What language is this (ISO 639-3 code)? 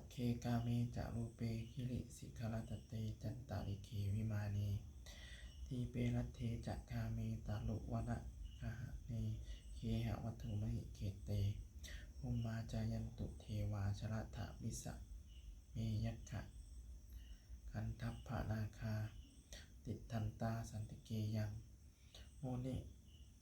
pli